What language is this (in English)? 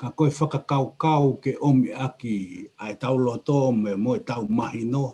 Tongan